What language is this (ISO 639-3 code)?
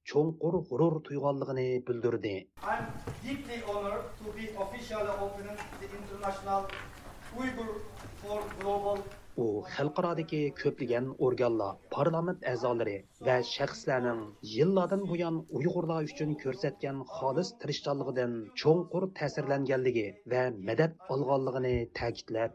uig